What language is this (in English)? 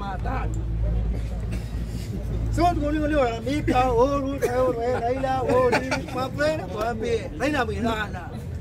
Swahili